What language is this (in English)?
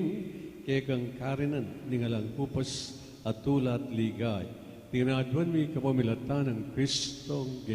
Pampanga